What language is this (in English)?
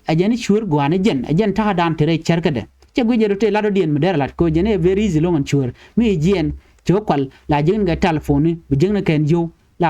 Nuer